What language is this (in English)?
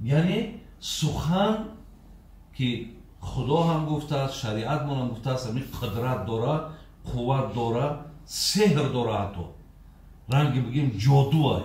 Tajik